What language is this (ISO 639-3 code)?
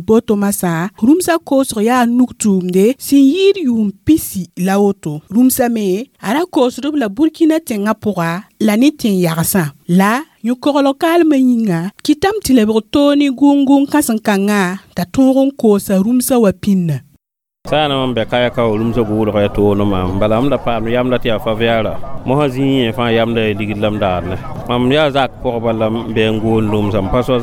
mos